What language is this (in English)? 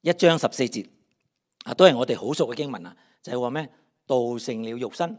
Cantonese